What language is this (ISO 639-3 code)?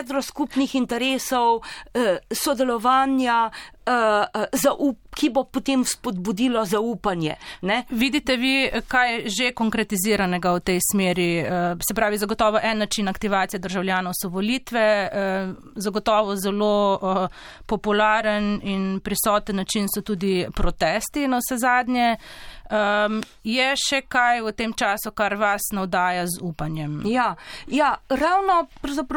slv